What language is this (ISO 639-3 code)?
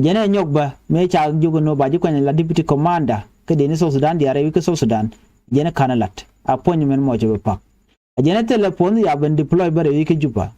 nus